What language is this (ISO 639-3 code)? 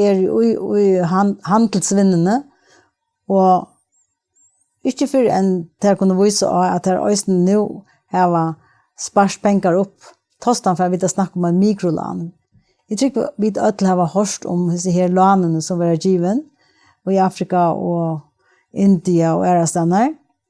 fao